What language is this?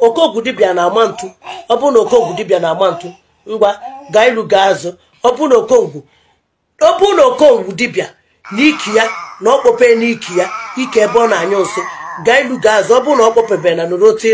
Igbo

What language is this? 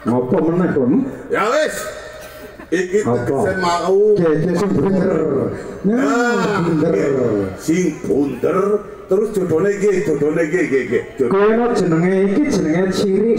Javanese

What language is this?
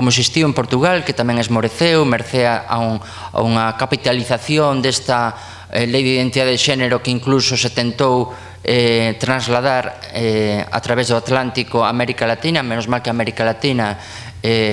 Galician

